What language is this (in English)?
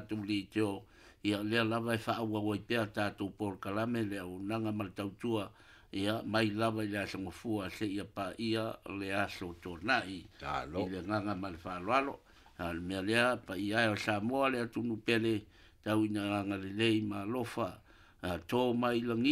Samoan